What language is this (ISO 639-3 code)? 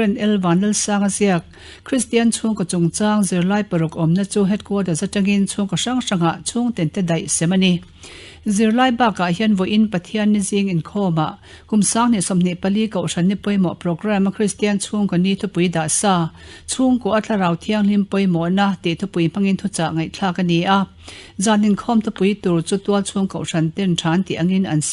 lus